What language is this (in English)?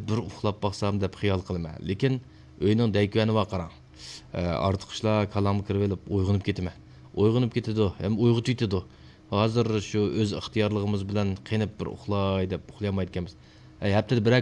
Uyghur